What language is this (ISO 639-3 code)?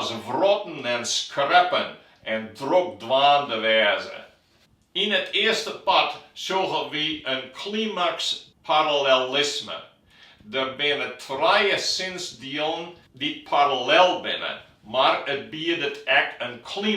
fry